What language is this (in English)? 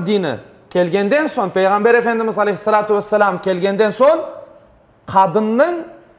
Crimean Tatar